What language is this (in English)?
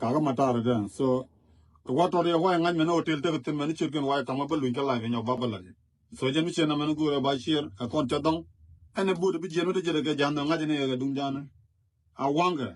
Nuer